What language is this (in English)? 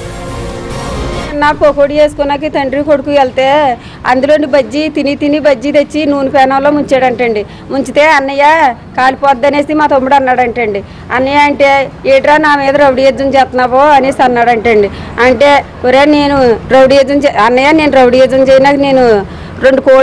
Telugu